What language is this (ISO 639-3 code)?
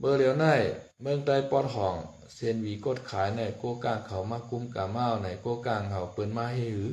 shn